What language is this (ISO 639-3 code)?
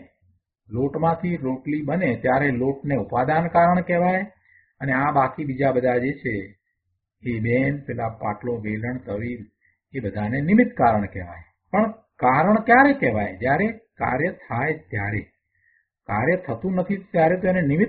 guj